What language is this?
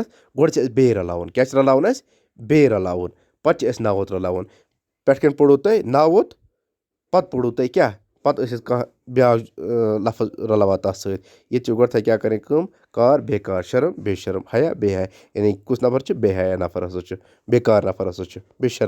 Kashmiri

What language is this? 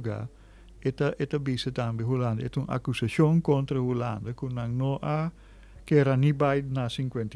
Papiamento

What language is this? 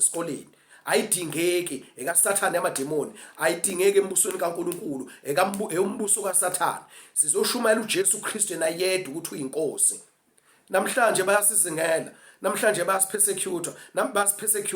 Zulu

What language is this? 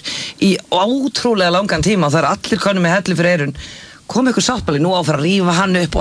Icelandic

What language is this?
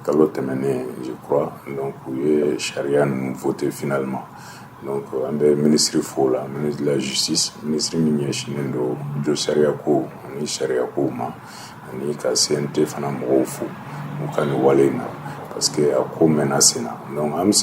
Bambara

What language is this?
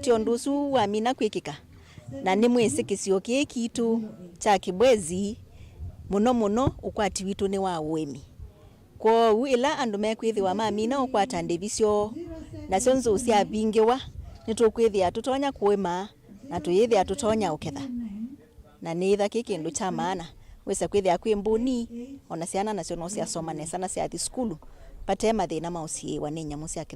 Kamba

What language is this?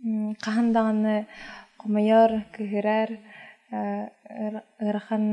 Yakut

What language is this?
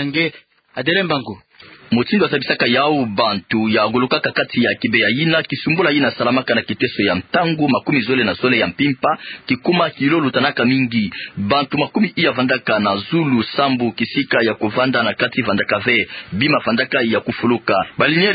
Kituba (Democratic Republic of Congo)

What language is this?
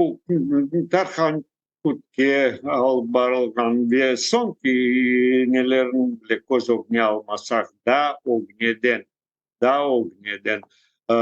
Crimean Tatar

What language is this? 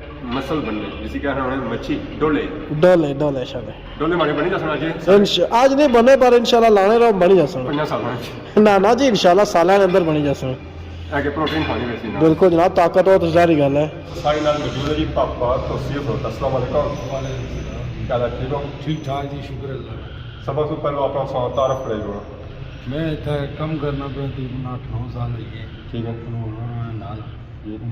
Pahari-Potwari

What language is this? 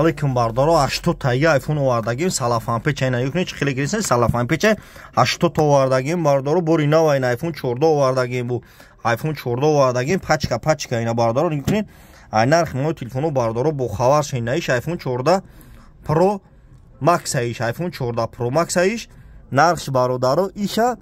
Tajik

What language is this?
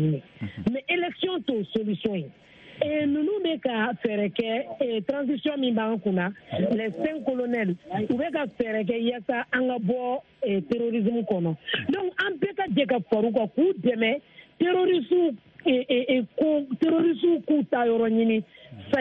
Bambara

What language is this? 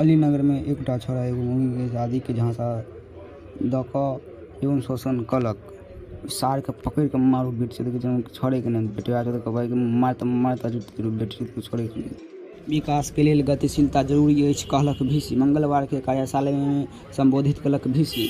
Maithili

